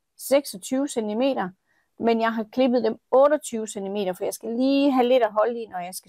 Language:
Danish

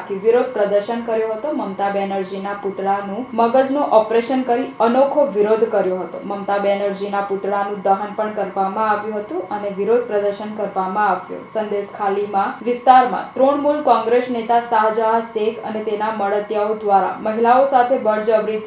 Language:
Gujarati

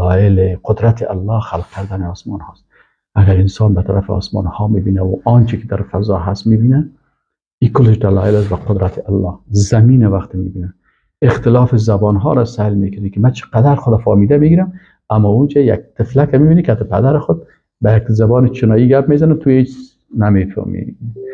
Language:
Persian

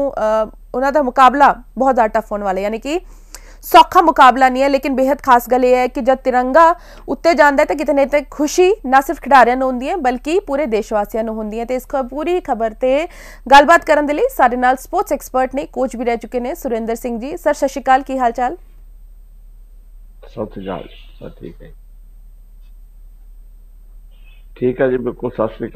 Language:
Punjabi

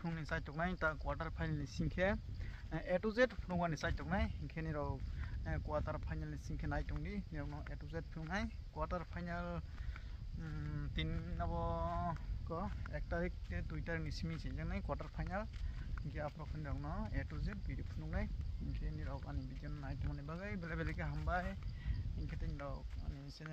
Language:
Kok Borok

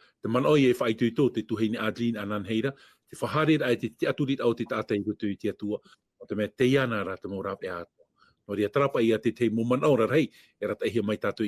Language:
Tahitian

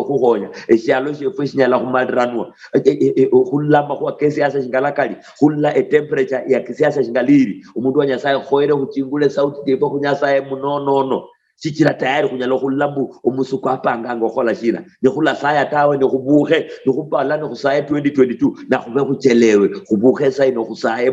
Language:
Luyia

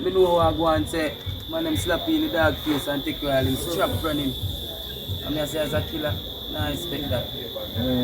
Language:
Jamaican Creole English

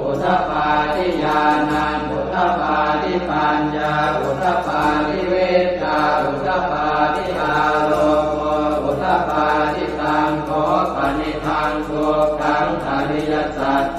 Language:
Pali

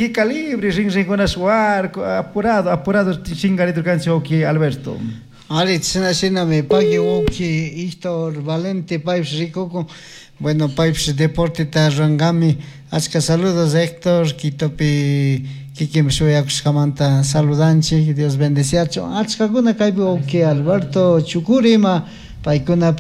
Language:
Chimborazo Highland Quichua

